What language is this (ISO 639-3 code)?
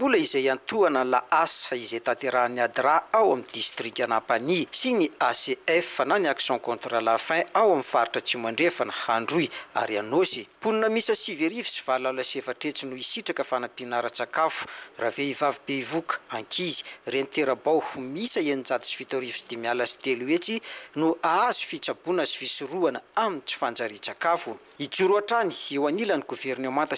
mlg